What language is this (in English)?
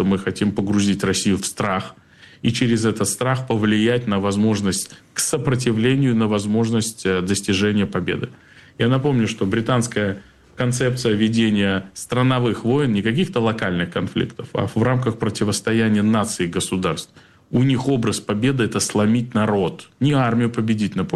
Russian